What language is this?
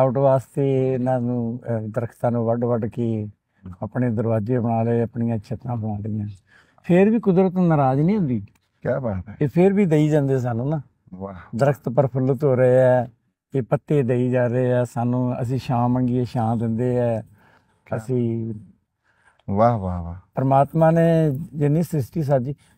Punjabi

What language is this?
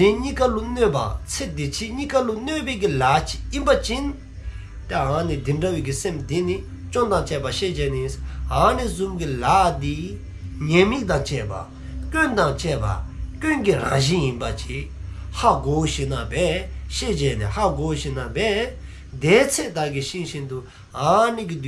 Dzongkha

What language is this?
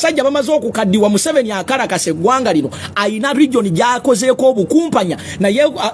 Ganda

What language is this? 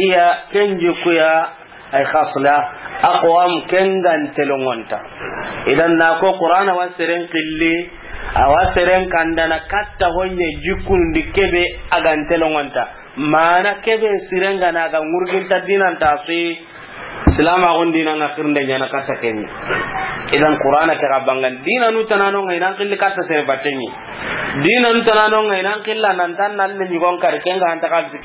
Soninke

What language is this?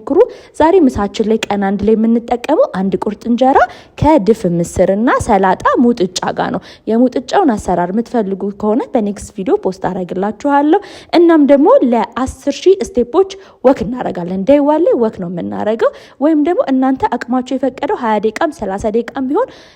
Amharic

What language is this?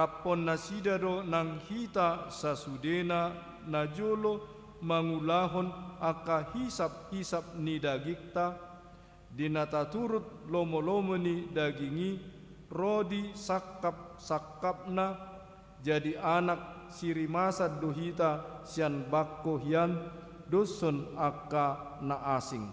Batak Toba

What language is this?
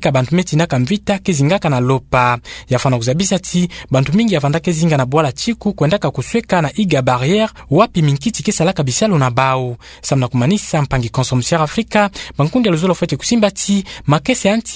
Kituba (Democratic Republic of Congo)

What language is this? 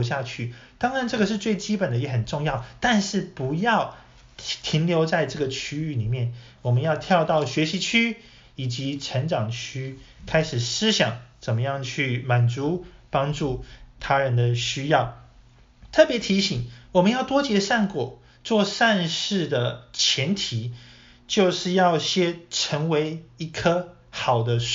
Chinese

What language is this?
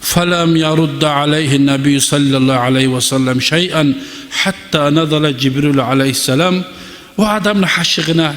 Kumyk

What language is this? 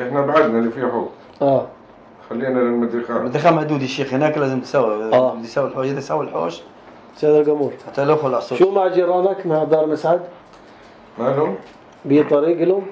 North Levantine Arabic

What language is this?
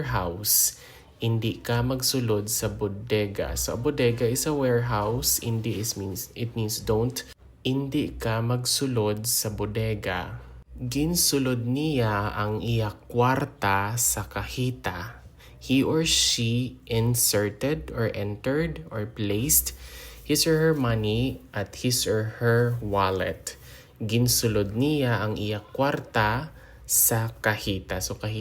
Hiligaynon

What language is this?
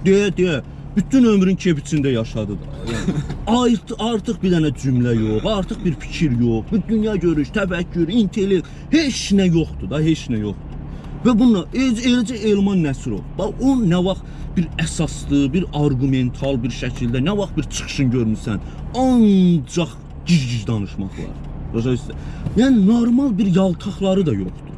Azerbaijani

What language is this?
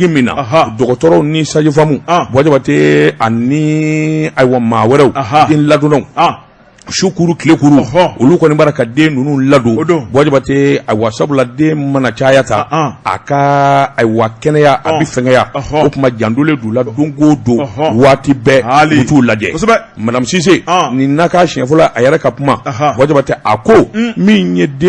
Bambara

